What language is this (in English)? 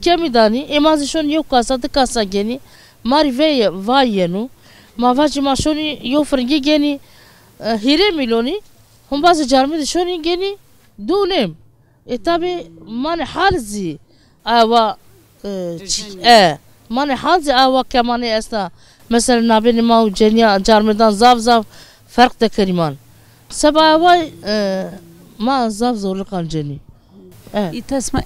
Zaza